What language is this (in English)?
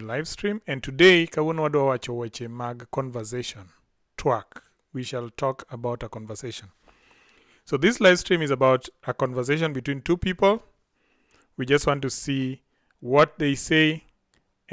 Luo (Kenya and Tanzania)